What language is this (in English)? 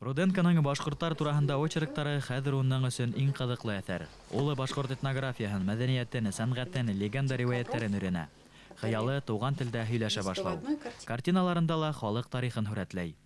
Bashkir